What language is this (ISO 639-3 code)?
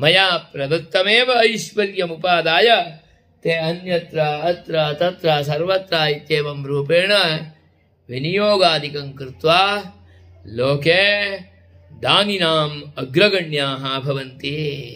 san